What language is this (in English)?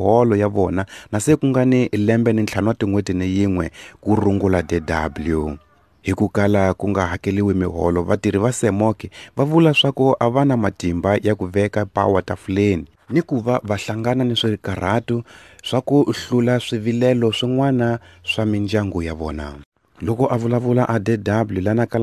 Tsonga